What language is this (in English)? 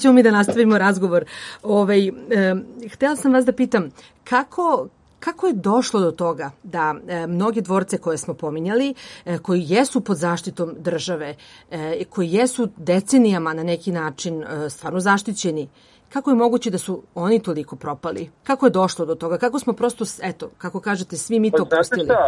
Serbian